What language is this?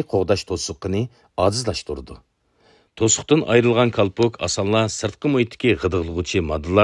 Uyghur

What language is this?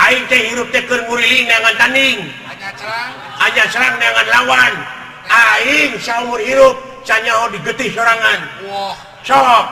Sundanese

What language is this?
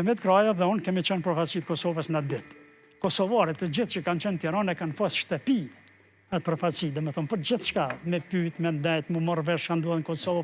Albanian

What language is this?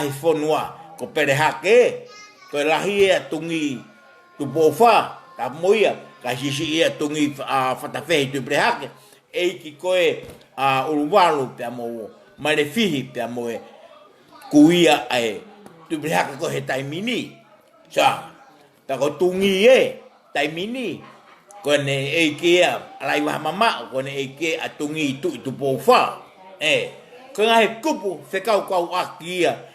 Tongan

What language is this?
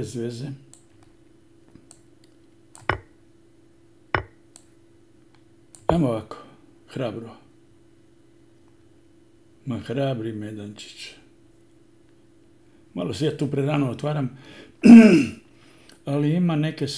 Croatian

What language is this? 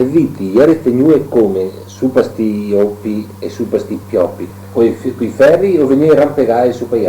Venetian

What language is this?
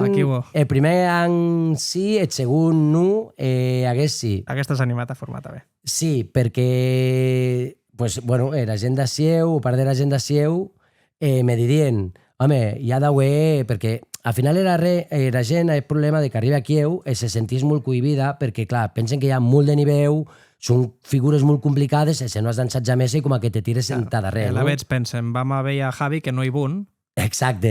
Occitan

